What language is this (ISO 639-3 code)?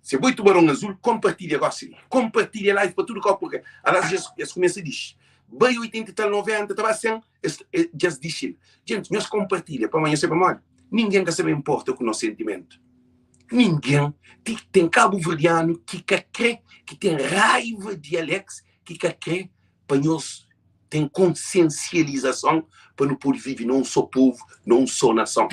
kea